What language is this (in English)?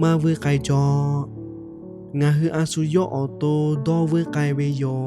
Lahu